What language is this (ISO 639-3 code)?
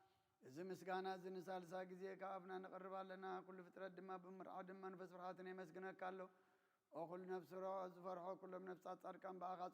tir